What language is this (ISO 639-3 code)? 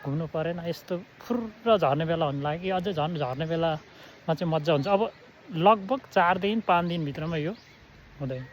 nep